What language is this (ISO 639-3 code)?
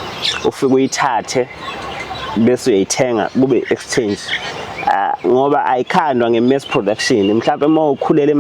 zul